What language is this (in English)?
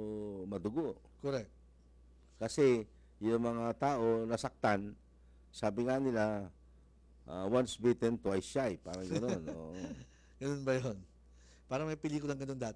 Filipino